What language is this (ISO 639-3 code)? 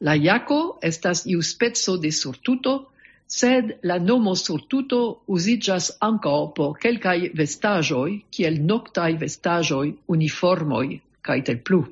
epo